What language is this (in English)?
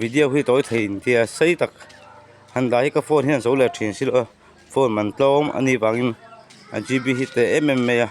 Mizo